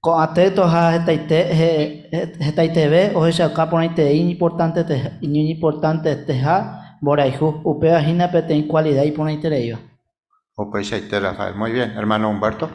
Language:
Guarani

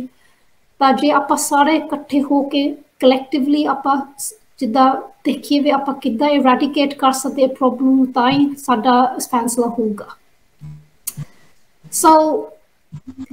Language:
Punjabi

